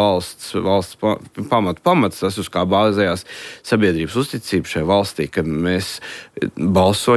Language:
Latvian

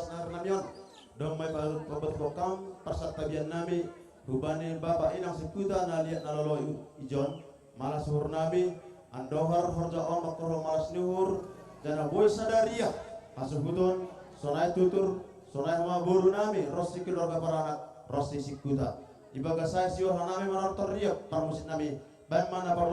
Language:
Batak Simalungun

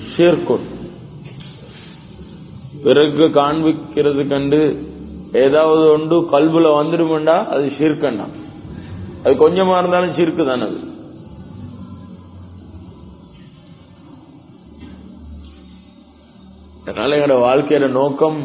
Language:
Tamil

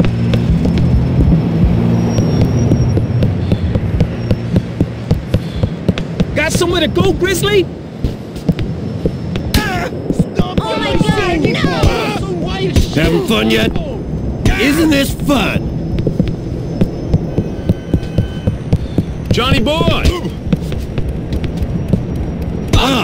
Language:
English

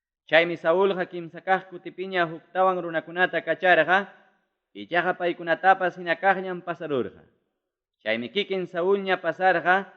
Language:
Ayacucho Quechua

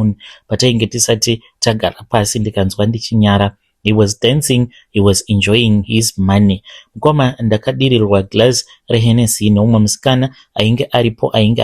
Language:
Shona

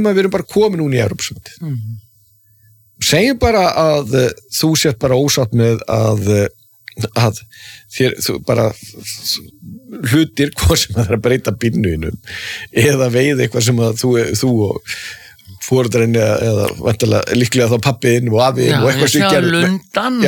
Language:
Icelandic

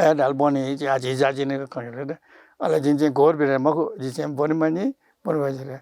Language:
Newari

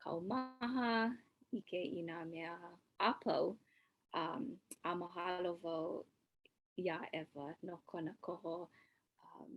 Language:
Hawaiian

